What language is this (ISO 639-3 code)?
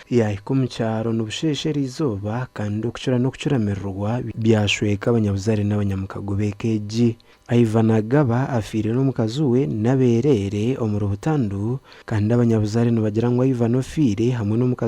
nyn